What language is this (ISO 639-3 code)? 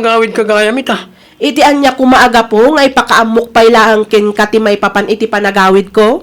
ilo